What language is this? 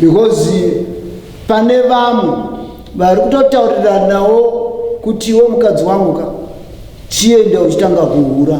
Shona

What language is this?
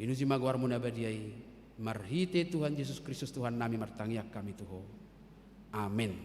Batak Toba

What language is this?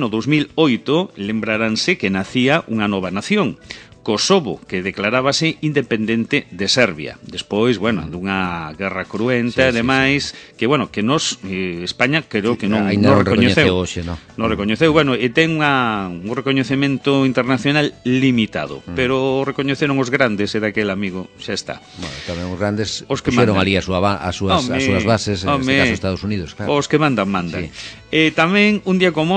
Galician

